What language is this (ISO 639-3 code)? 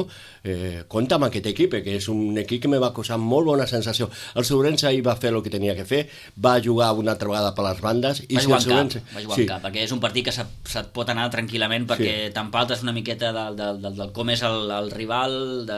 cat